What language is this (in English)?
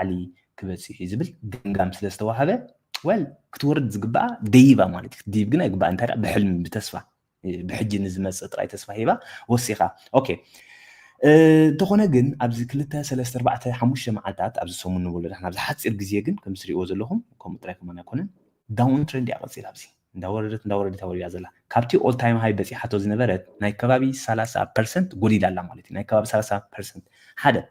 Tigrinya